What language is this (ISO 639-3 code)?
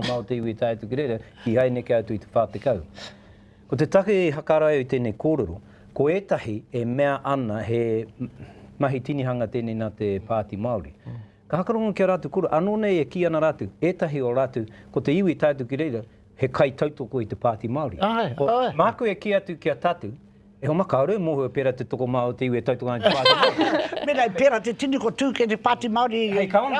mri